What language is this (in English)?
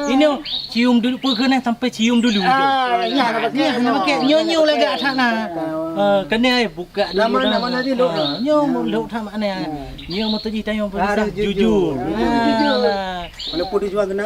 Achinese